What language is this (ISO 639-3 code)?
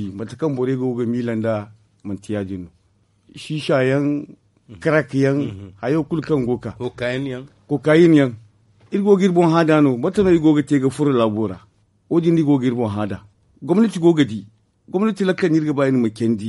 dje